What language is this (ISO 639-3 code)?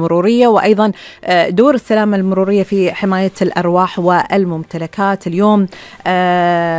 afb